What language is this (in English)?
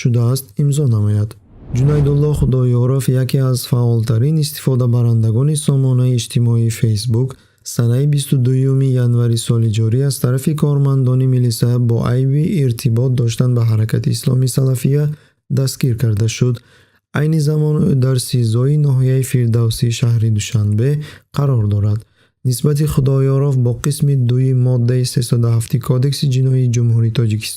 Tajik